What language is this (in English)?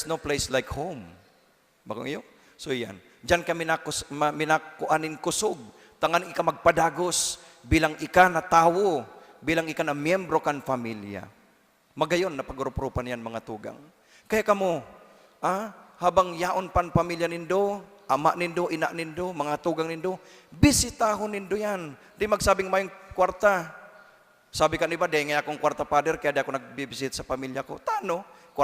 Bikol